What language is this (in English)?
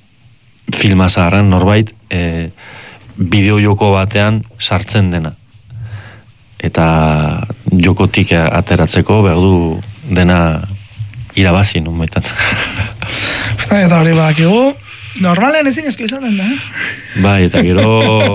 Basque